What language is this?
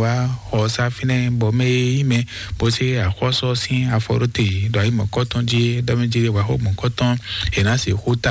Fon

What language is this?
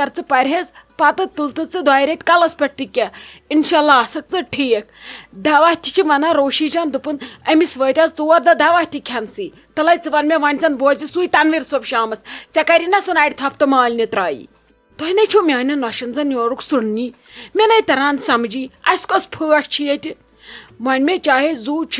Kashmiri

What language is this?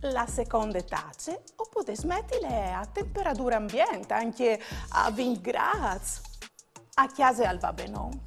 Friulian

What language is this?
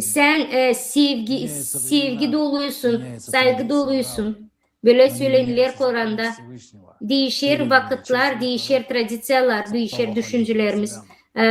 Gagauz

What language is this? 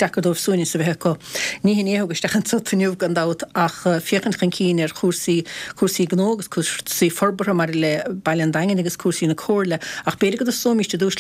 Irish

